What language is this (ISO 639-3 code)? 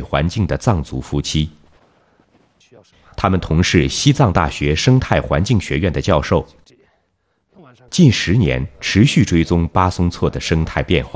zho